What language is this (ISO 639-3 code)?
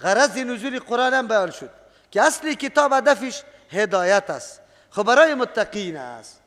fas